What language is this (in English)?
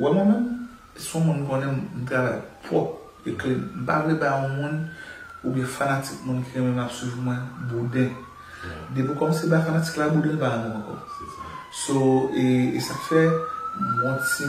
Haitian Creole